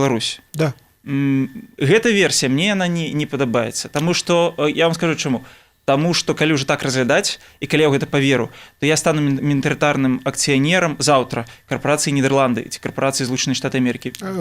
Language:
Belarusian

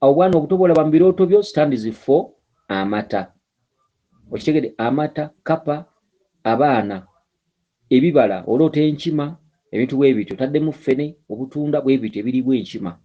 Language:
Ganda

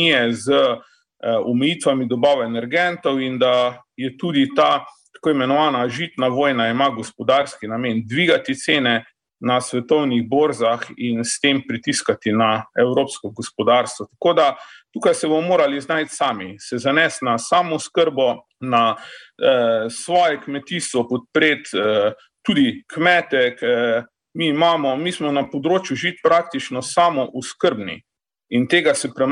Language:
Slovenian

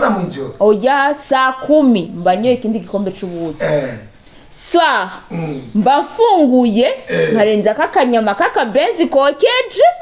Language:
Rundi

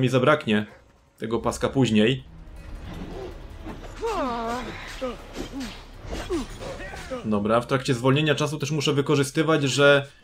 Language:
Polish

